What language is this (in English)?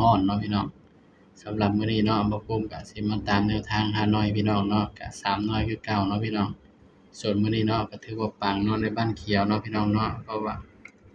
Northeastern Thai